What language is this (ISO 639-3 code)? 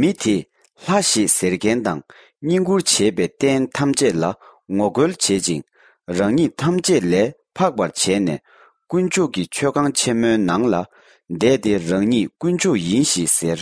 bod